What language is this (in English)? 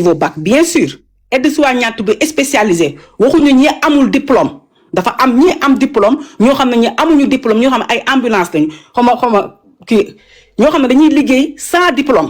Wolof